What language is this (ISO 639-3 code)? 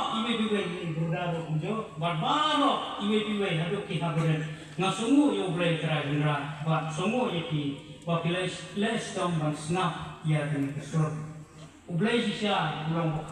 kha